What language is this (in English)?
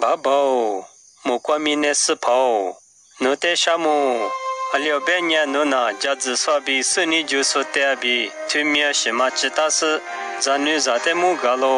Lisu